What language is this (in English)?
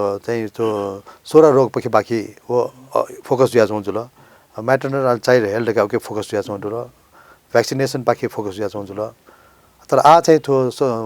Newari